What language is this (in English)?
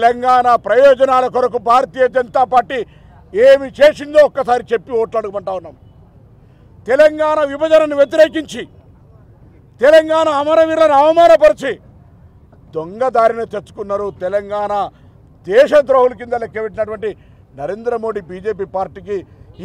Telugu